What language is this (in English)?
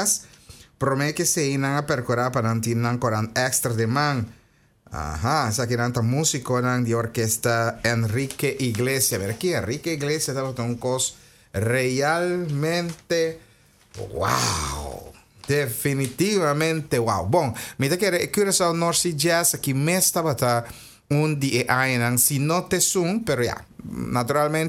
Papiamento